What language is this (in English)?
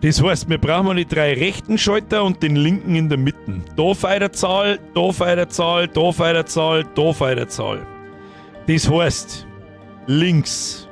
Bavarian